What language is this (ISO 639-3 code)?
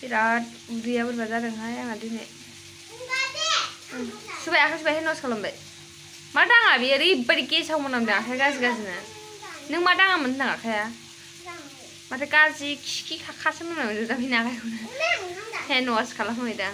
brx